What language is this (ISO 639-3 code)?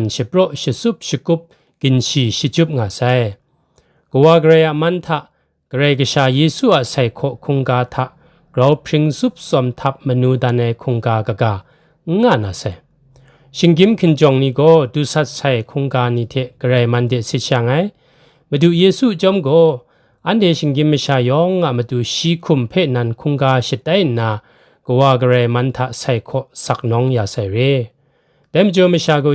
kac